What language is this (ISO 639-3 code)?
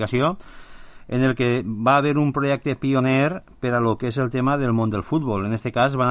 cat